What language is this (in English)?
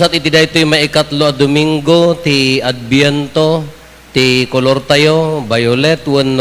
Iloko